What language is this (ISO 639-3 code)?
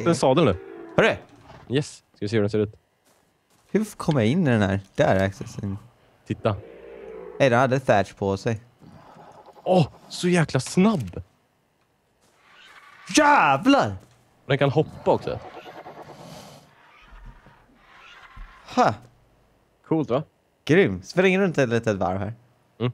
swe